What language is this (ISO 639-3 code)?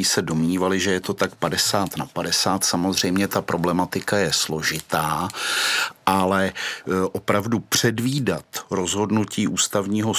ces